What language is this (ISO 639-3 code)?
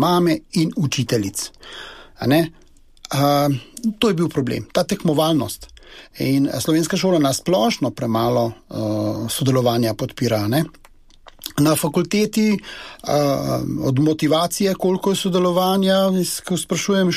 slv